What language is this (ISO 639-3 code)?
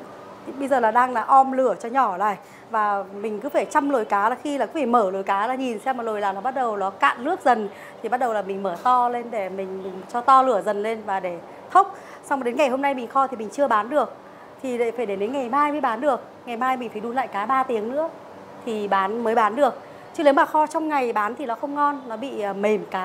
vie